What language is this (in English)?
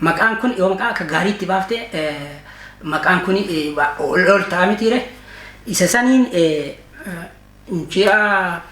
Oromo